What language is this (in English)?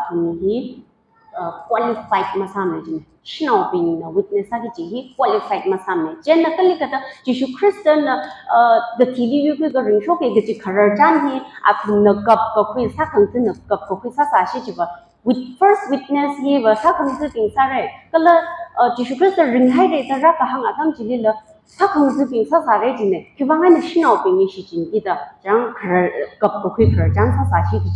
Tangkhul Naga (India)